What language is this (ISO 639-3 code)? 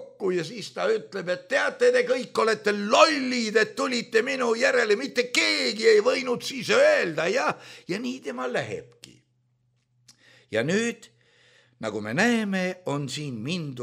est